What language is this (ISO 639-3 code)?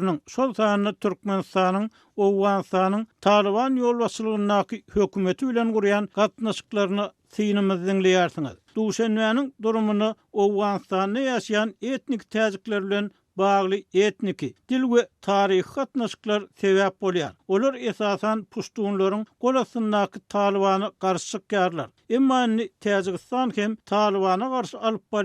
tuk